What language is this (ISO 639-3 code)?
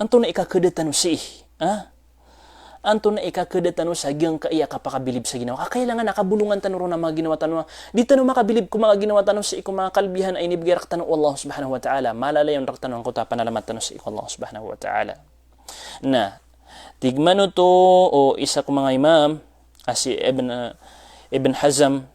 mrw